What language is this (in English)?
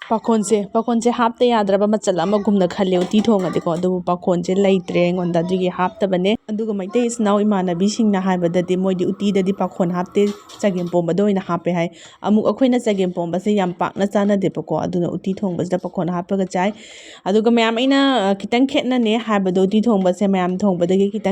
Manipuri